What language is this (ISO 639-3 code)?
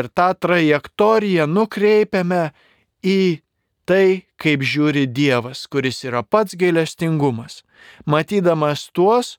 lit